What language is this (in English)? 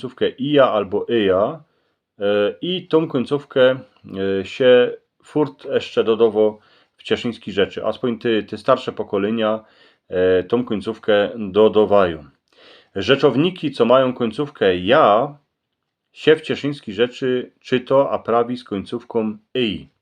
Silesian